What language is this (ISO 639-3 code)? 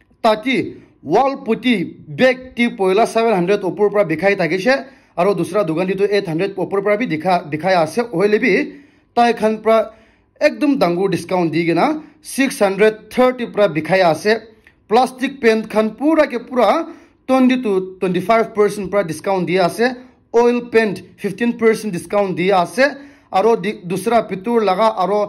nag